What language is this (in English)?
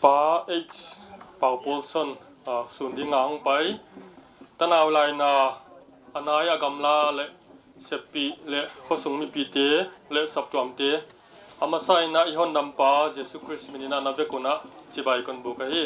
Tedim Chin